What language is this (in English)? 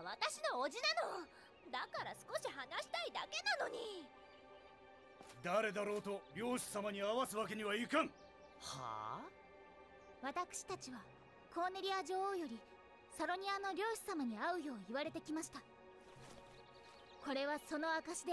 Japanese